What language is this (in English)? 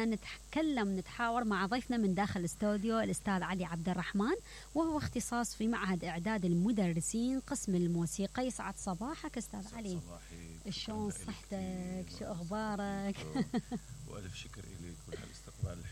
Mesopotamian Arabic